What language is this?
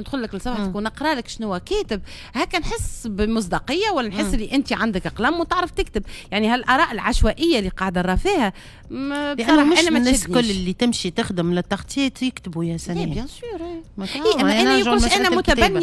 Tunisian Arabic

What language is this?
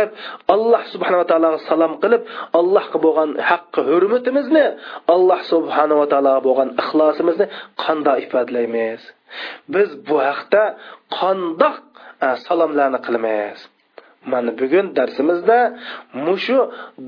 Uyghur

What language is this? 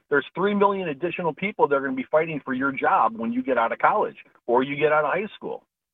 English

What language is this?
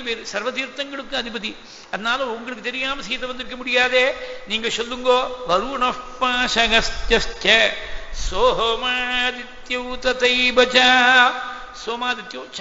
Tamil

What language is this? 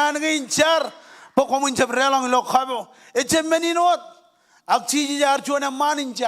Marshallese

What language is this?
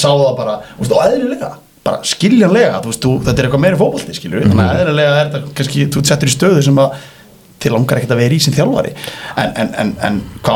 Icelandic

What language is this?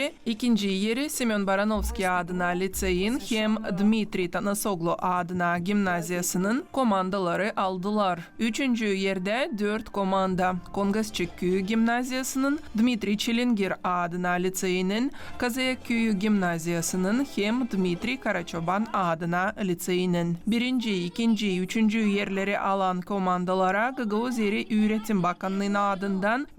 Gagauz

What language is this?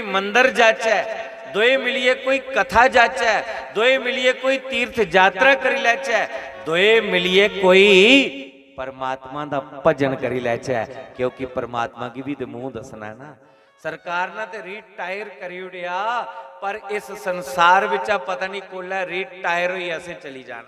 Dogri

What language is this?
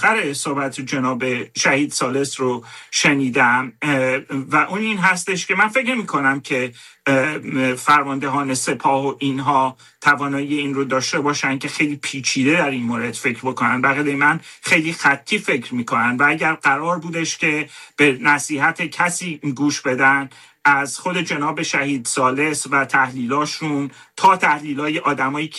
Persian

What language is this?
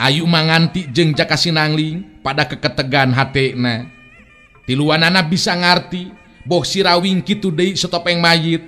Sundanese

